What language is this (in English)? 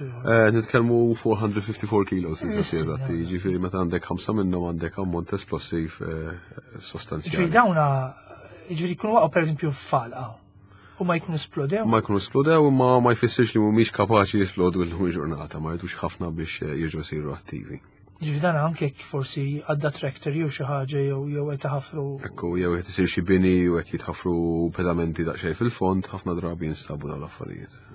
Maltese